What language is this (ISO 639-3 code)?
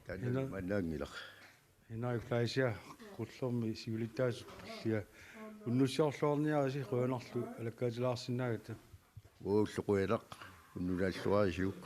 kal